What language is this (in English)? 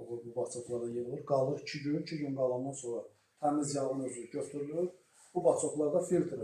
Azerbaijani